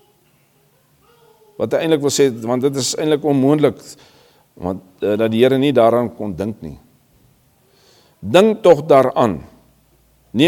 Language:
Afrikaans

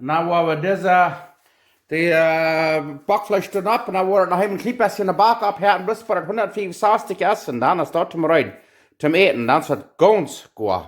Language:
Plautdietsch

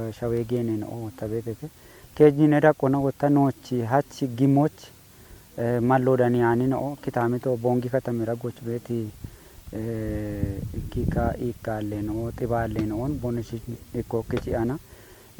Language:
Kafa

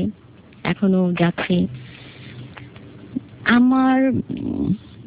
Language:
Bangla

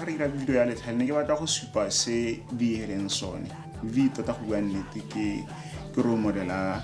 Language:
Tswana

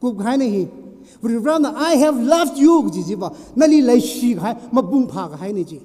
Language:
Tangkhul Naga (India)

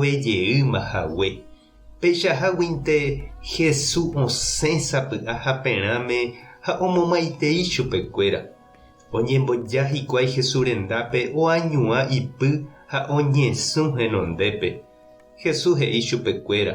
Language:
Guarani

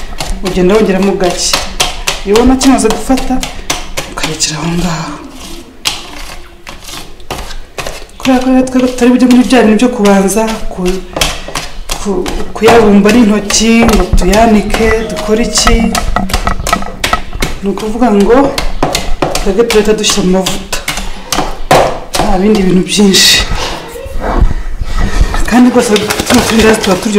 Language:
Kinyarwanda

